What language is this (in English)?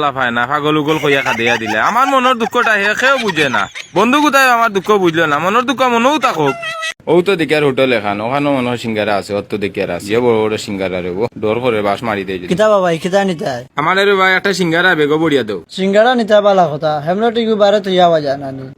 Sylheti